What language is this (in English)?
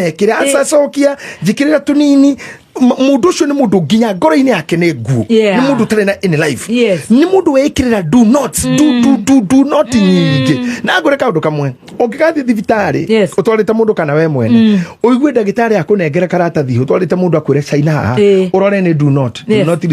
Kikuyu